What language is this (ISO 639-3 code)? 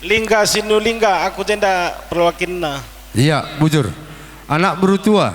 btx